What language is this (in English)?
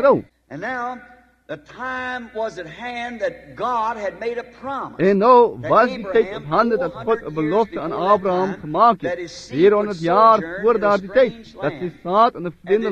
Afrikaans